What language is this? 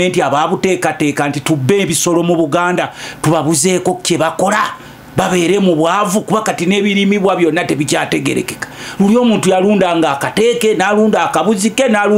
Ganda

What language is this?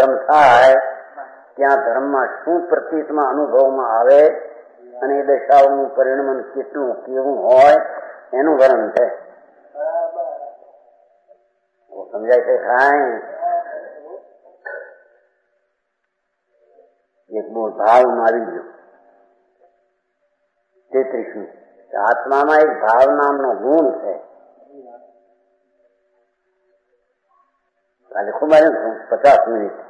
Gujarati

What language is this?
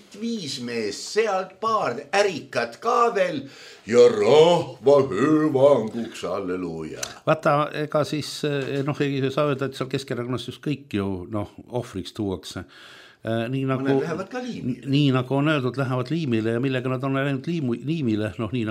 Estonian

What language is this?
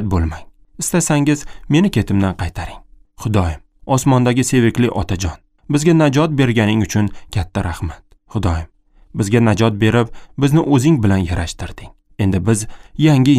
Uzbek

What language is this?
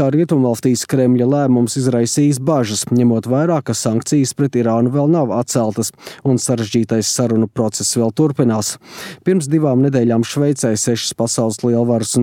Latvian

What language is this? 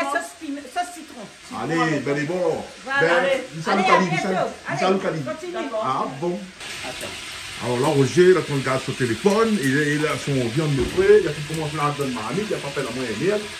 Réunion Creole French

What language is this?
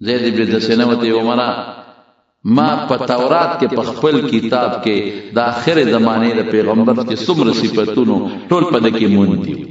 Pashto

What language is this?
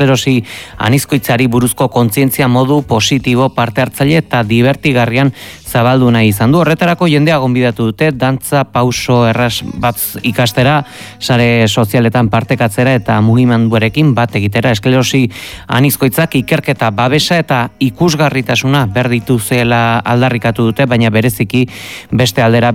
Basque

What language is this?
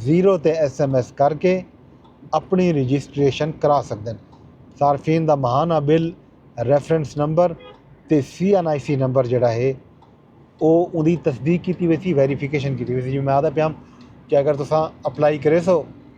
Saraiki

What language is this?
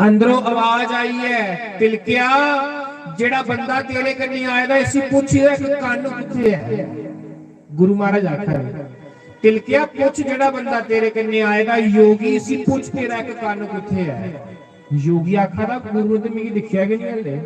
Dogri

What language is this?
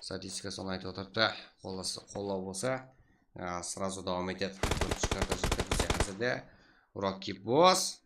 Kara-Kalpak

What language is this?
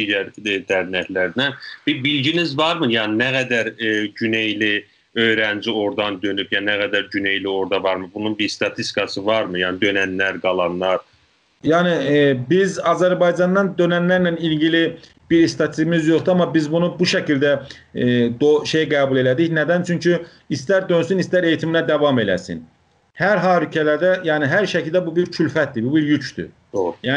South Azerbaijani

